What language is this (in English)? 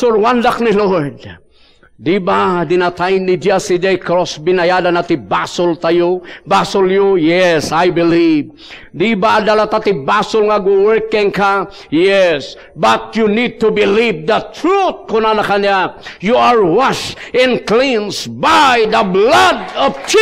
Iloko